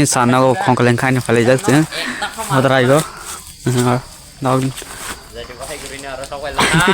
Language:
Kok Borok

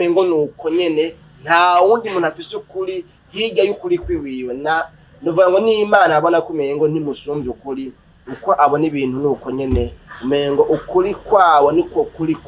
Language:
Rundi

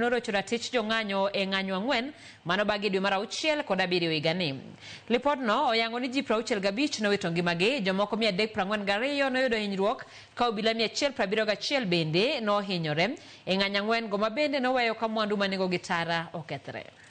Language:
Luo (Kenya and Tanzania)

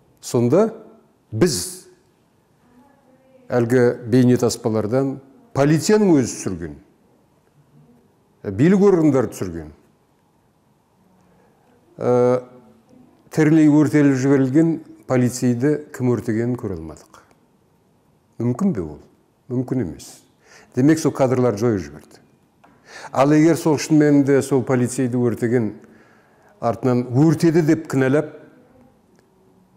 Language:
Kazakh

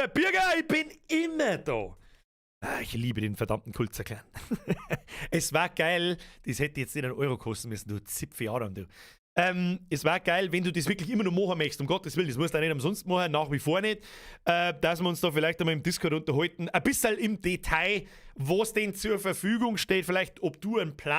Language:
Bavarian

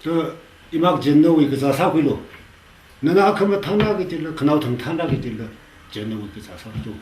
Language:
Tangkhul Naga (India)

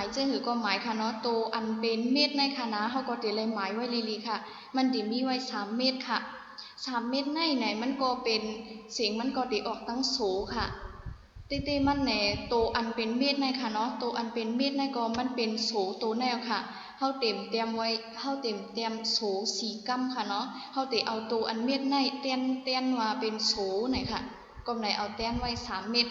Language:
Shan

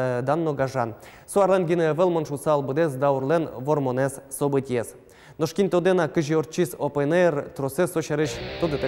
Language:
Udmurt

